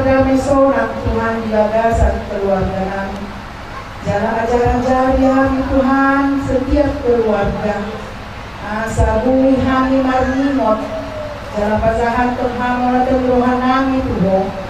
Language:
Batak Toba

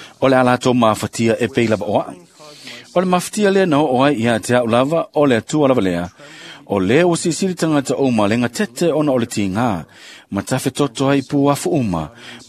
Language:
Samoan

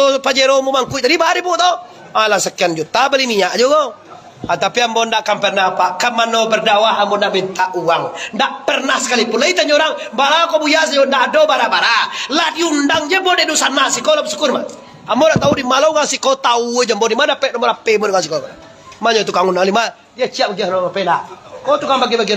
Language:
Minangkabau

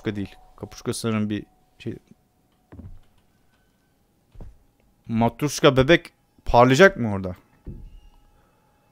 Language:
Turkish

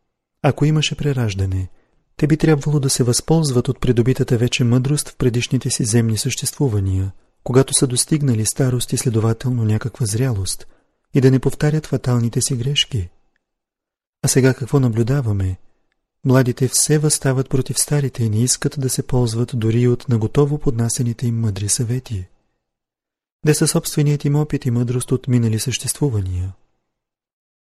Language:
Bulgarian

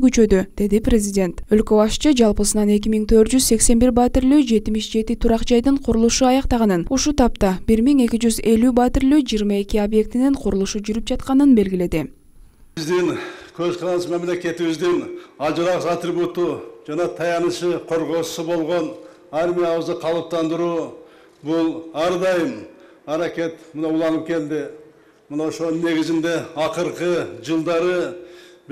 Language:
Kyrgyz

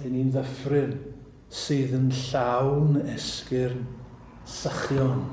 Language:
Welsh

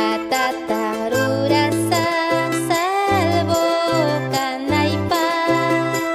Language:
Ayacucho Quechua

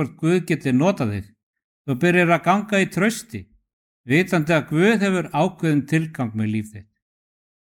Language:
Icelandic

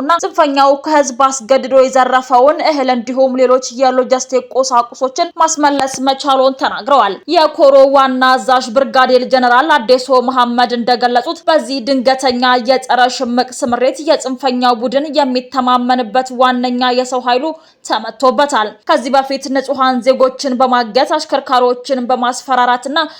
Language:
Amharic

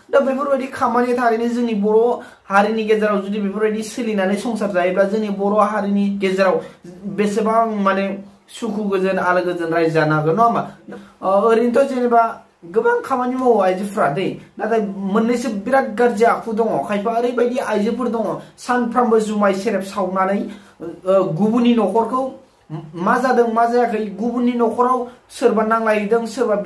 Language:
Bodo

